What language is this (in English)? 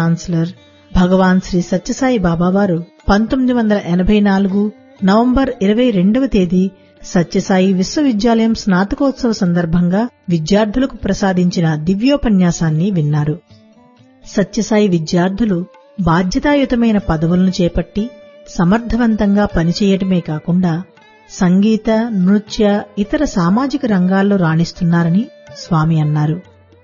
Telugu